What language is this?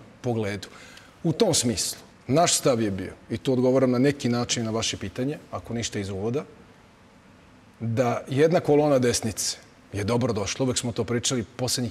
Serbian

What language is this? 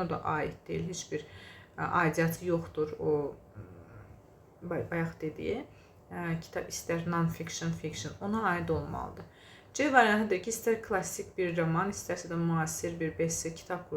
Azerbaijani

